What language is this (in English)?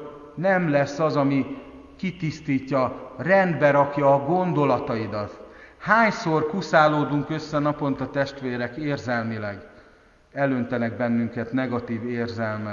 Hungarian